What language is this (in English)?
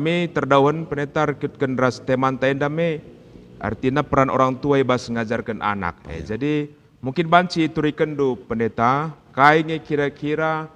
Batak Karo